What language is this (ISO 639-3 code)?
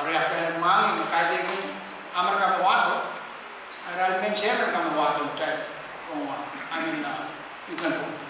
pon